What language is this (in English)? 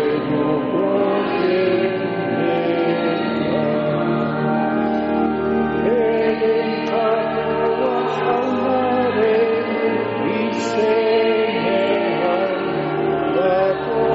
Basque